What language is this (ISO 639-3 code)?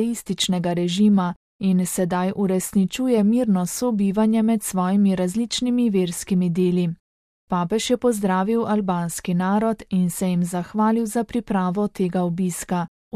slv